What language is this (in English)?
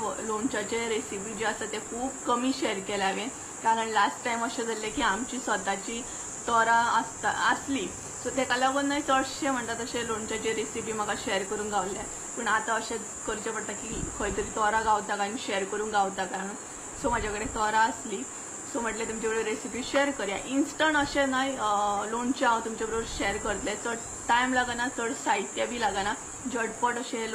Konkani